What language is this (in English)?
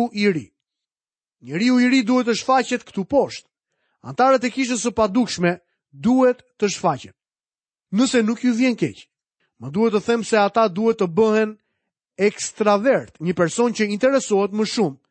Albanian